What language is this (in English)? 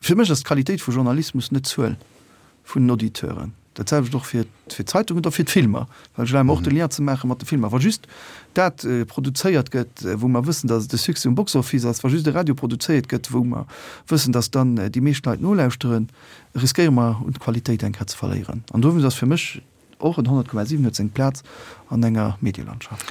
Luxembourgish